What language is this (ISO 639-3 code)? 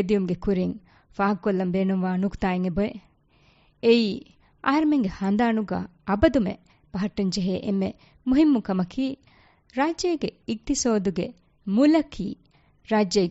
div